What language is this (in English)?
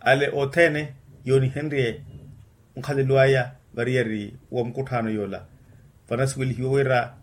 Makhuwa